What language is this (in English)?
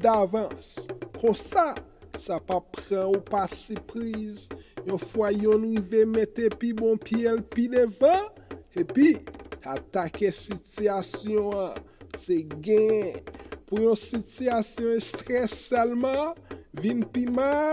Haitian Creole